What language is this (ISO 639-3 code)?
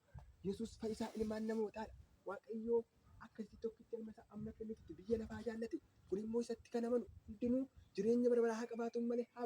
orm